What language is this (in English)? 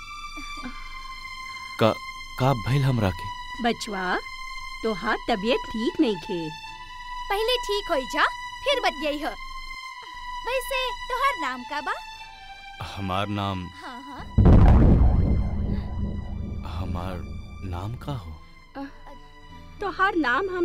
Bhojpuri